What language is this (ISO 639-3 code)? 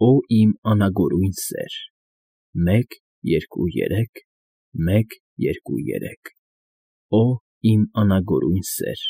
hye